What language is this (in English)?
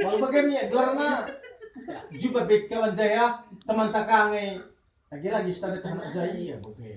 Batak Karo